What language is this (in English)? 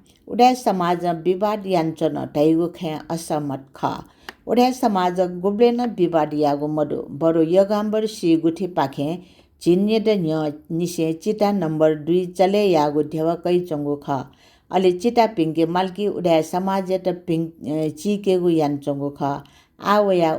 Newari